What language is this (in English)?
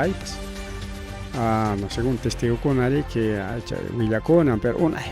Ayacucho Quechua